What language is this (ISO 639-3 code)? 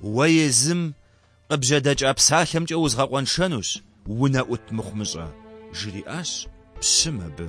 kbd